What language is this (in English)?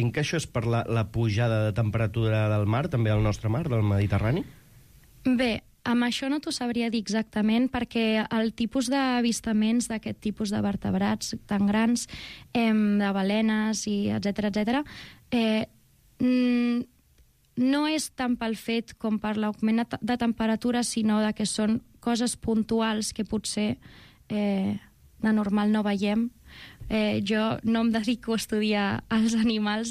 Catalan